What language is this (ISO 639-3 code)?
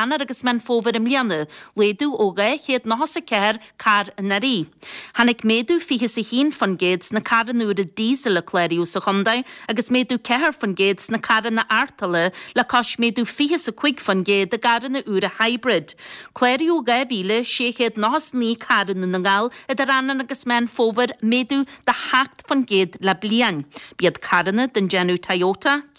gle